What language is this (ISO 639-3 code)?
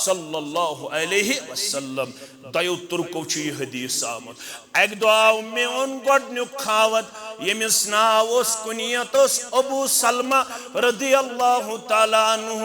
kas